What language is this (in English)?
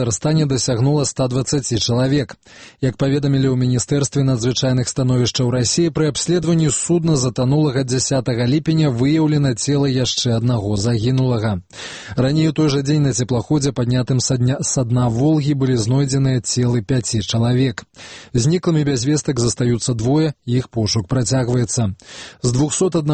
Belarusian